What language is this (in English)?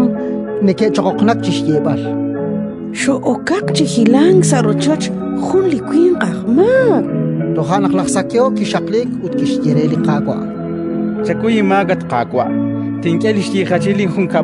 Kekchí